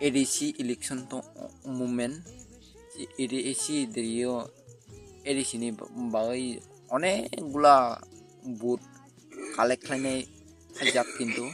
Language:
Kok Borok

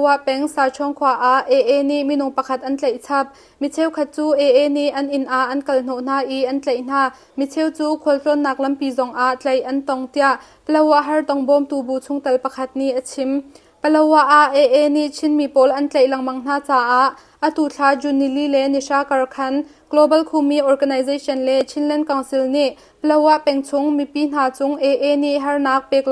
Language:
Hakha Chin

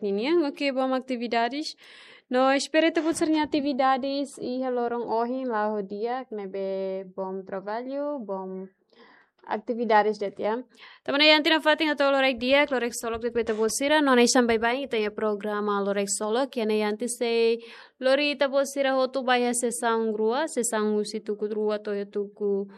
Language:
Tetum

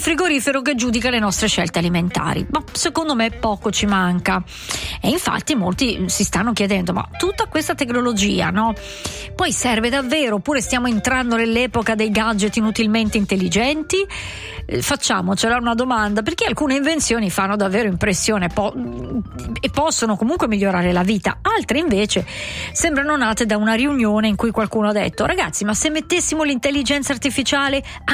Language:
Italian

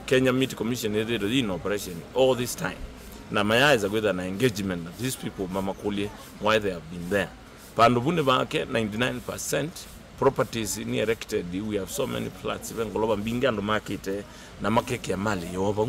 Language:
Kamba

